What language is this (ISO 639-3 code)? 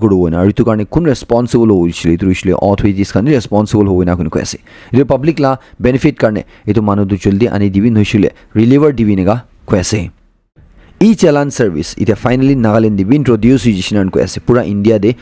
nag